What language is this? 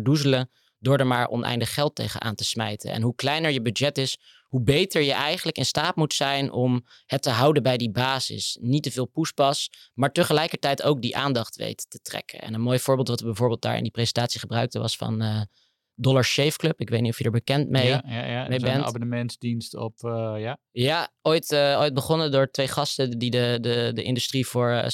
Dutch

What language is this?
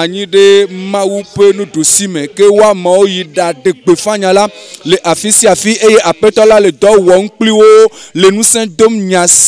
Ewe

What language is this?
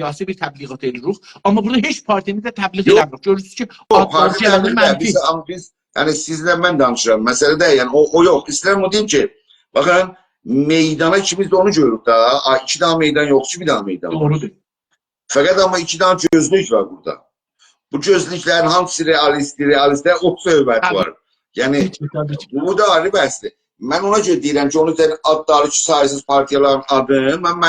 South Azerbaijani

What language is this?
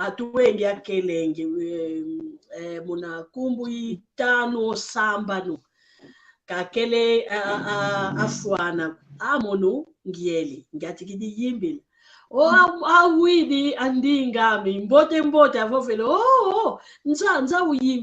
San Salvador Kongo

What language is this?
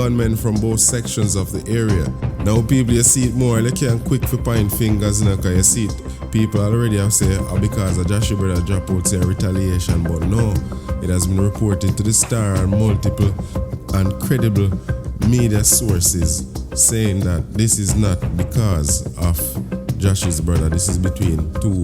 Jamaican Creole English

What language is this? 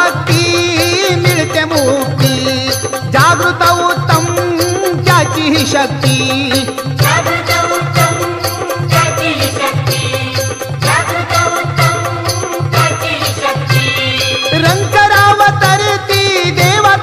Marathi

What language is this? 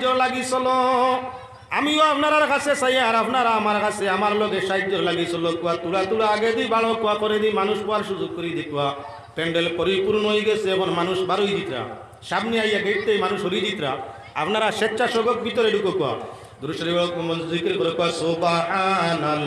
Sylheti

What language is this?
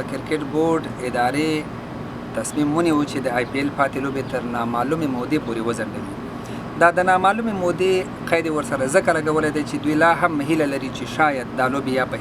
Pashto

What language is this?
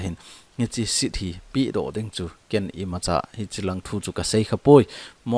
Thado Chin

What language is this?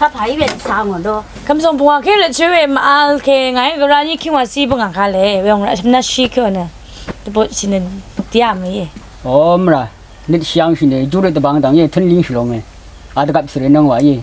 Rawang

